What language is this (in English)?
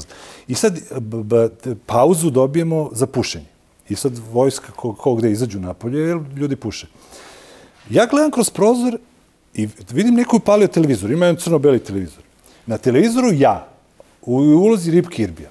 Serbian